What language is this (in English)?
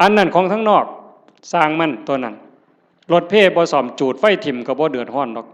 Northeastern Thai